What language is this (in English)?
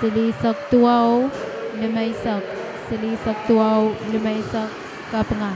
Pohnpeian